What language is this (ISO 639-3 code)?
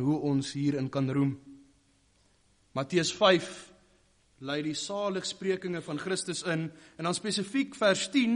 afr